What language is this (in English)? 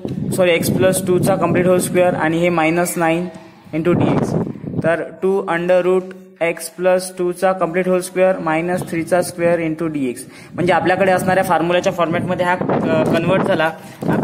Marathi